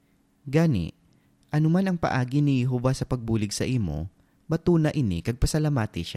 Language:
Hiligaynon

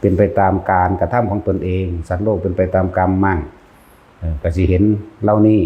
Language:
Northeastern Thai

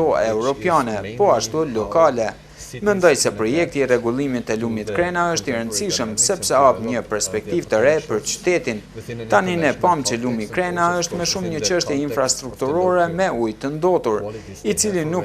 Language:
Albanian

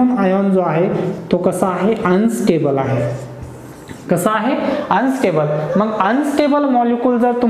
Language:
Marathi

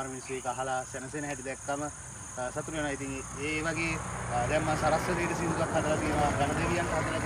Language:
Sinhala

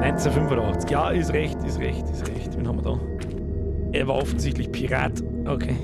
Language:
Bavarian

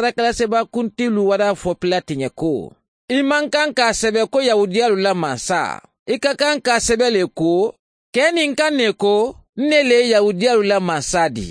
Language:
Mandingo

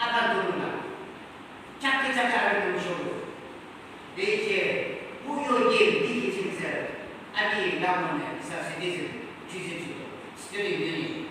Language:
Yimchungru Naga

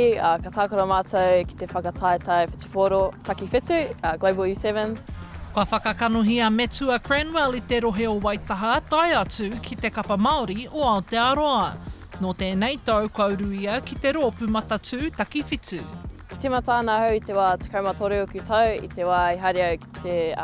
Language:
Māori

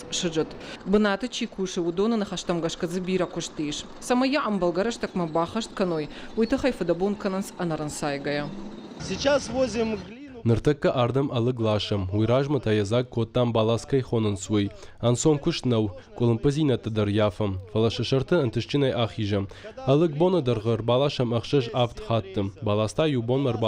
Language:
Ossetic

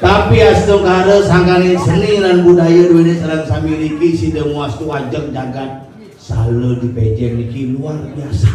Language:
Balinese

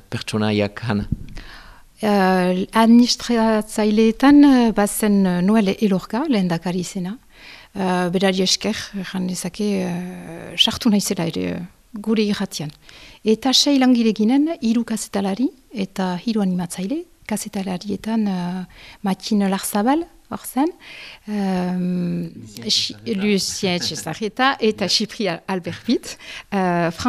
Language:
Basque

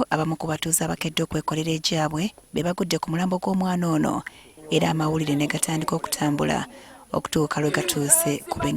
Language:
Ganda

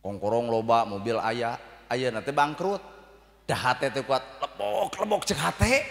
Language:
Sundanese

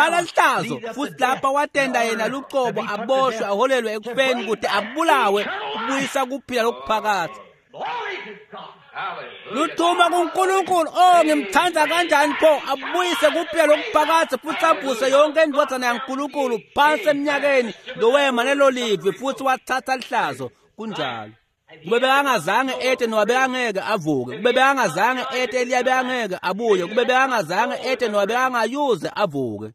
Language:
Swati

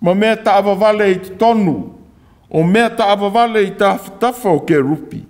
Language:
Samoan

